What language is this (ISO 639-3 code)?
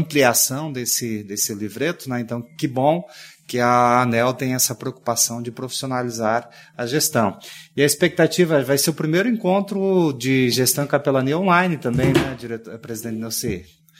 por